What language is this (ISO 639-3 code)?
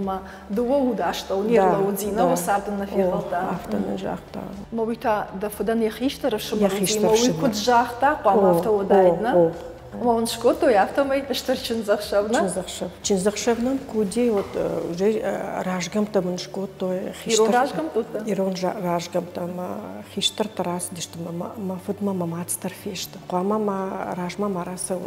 oss